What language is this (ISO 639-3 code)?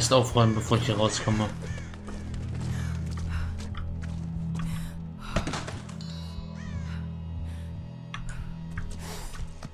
deu